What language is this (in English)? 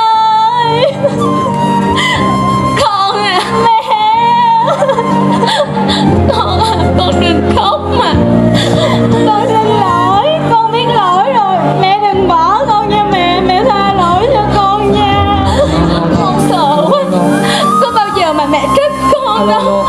Vietnamese